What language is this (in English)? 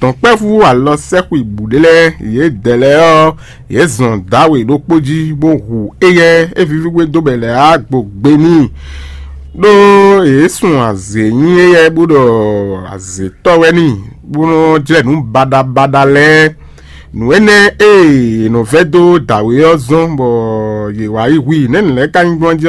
Fon